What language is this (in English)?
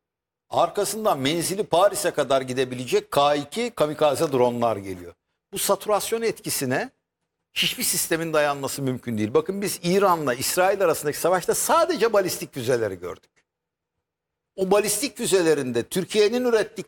Turkish